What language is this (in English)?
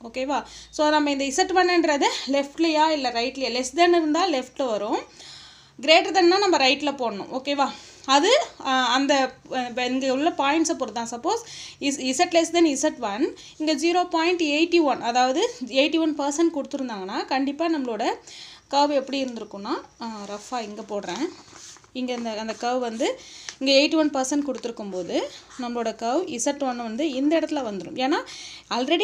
Tamil